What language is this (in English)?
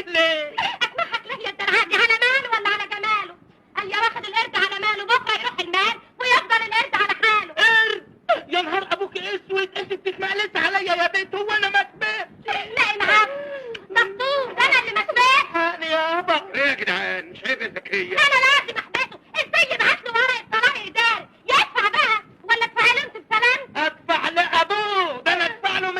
Egyptian Arabic